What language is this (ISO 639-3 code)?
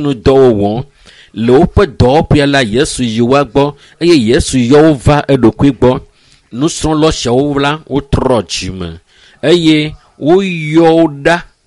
ewe